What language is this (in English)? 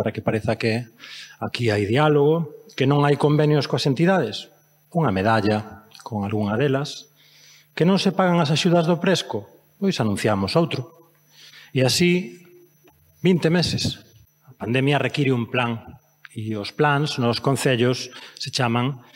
Galician